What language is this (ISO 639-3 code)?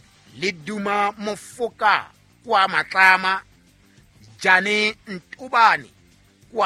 sot